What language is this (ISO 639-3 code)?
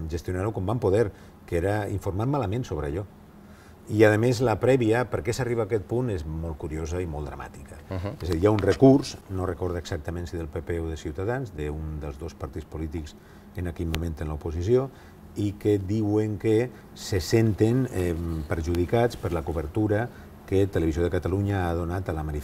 cat